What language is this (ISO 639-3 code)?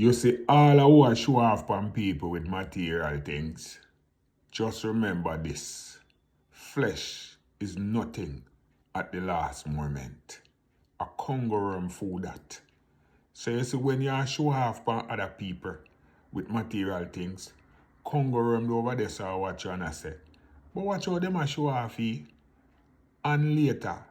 jam